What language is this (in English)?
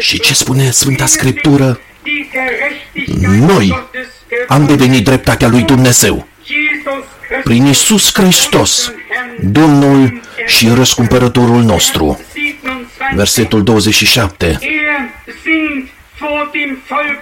Romanian